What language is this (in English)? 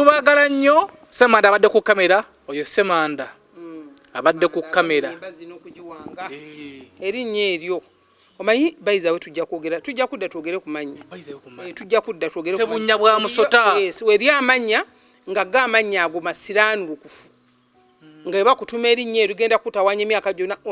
Ganda